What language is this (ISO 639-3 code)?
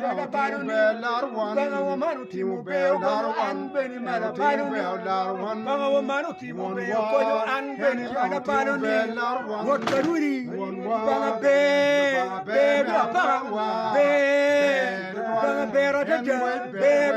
ach